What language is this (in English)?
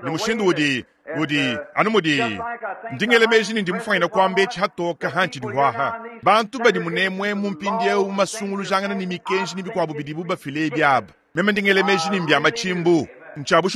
Luba-Lulua